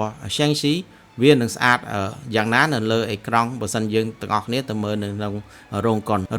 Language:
Khmer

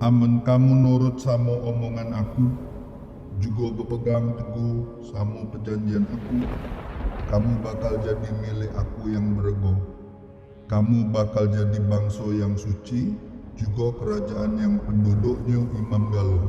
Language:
Musi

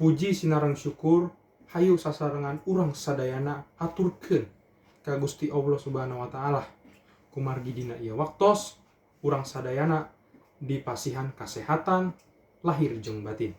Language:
Sundanese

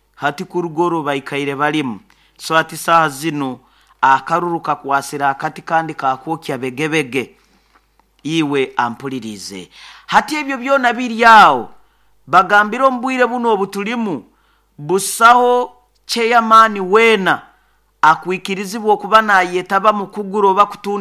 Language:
Nyoro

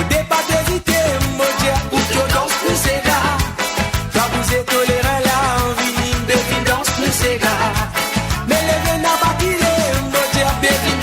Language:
Morisyen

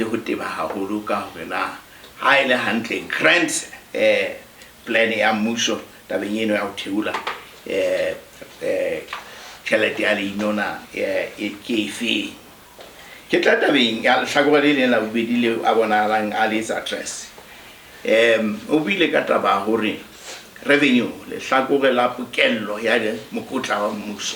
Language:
Southern Sotho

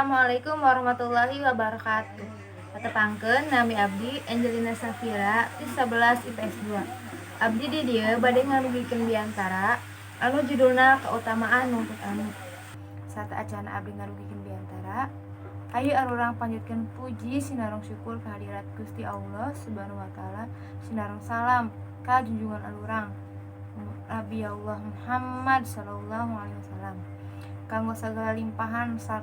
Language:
Sundanese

